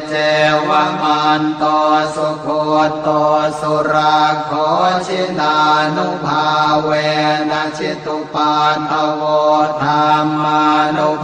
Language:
Pali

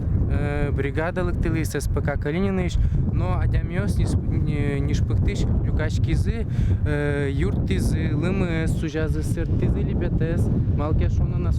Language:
Udmurt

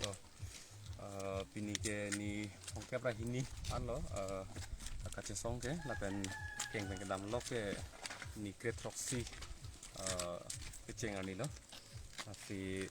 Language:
Karbi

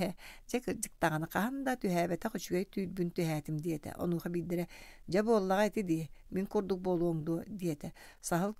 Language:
Yakut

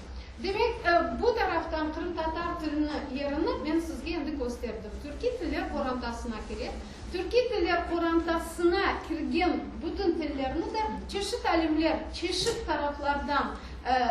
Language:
Crimean Tatar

